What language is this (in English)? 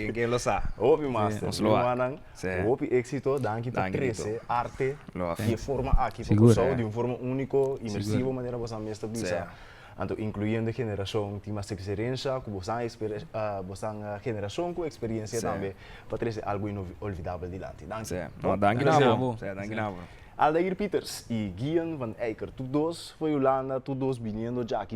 Papiamento